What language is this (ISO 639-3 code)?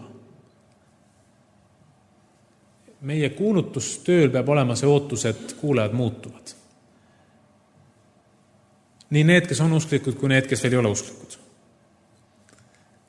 est